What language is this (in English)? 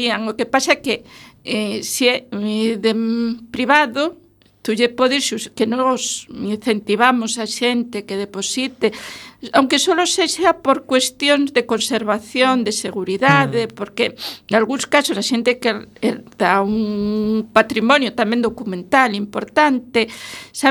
Galician